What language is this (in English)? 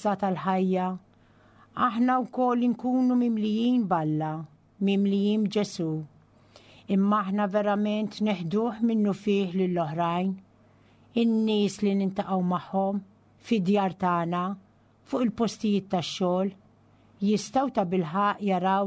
Maltese